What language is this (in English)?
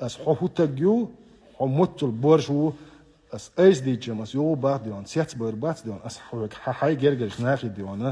Chechen